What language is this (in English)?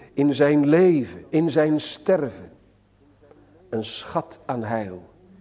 Dutch